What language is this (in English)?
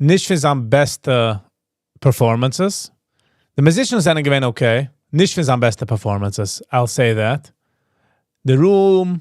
Yiddish